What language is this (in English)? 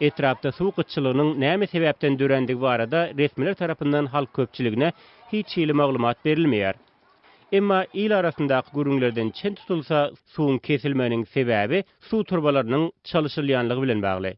Turkmen